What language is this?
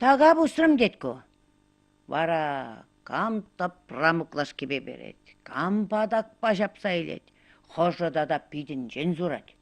Chuvash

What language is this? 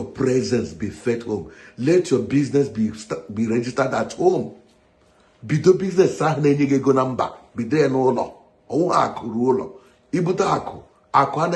Igbo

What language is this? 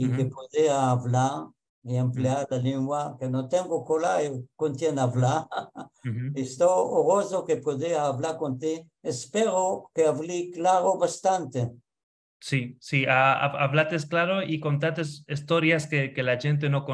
Ladino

